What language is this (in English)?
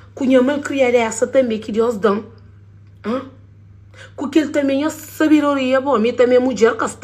Kabuverdianu